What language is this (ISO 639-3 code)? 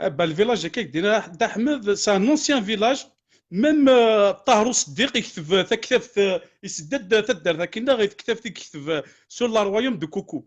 kab